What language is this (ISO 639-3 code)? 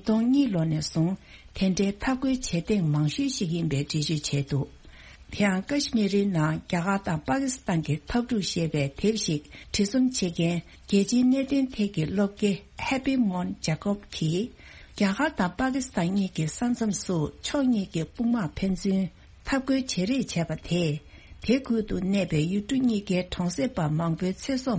bod